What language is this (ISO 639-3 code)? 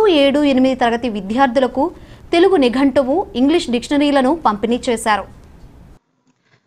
tel